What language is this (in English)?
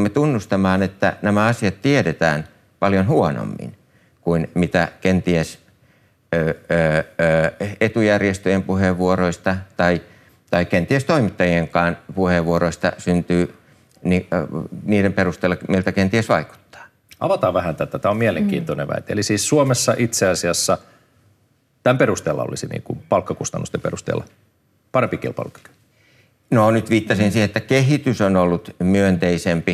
Finnish